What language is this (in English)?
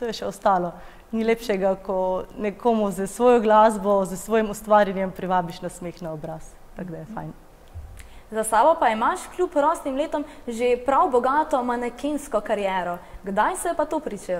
Slovenian